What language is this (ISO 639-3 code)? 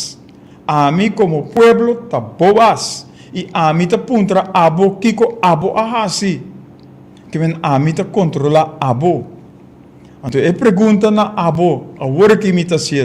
pap